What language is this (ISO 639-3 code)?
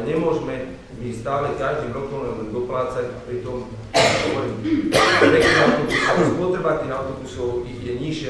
slk